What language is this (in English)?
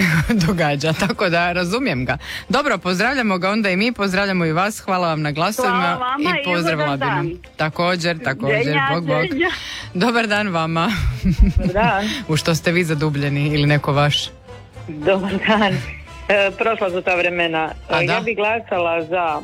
Croatian